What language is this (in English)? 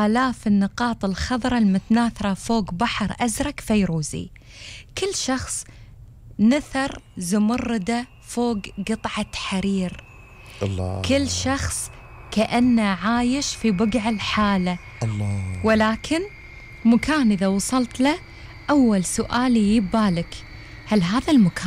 Gulf Arabic